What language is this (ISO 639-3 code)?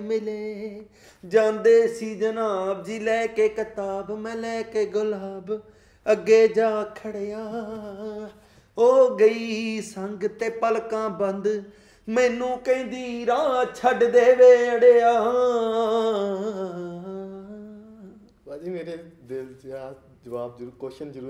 pan